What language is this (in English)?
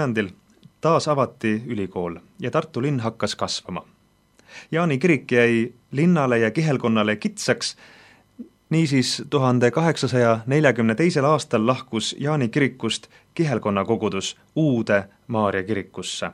Estonian